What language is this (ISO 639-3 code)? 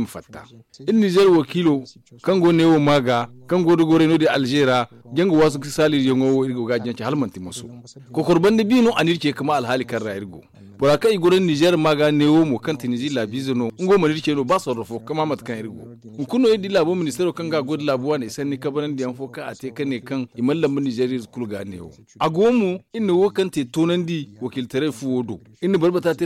dje